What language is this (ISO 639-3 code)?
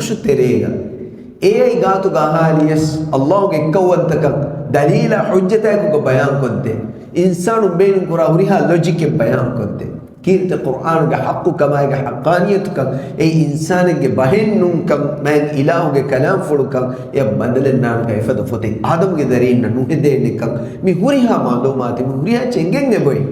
div